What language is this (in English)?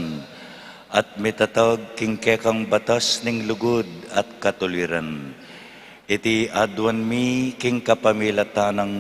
Pampanga